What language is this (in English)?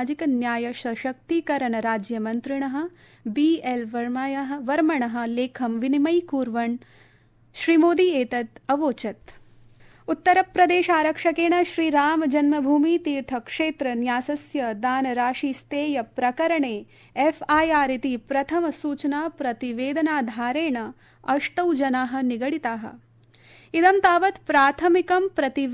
Sanskrit